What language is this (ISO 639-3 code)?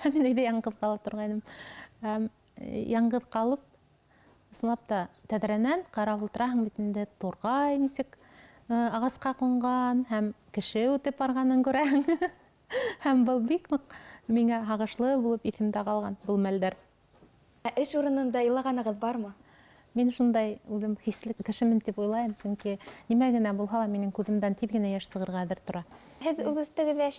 bak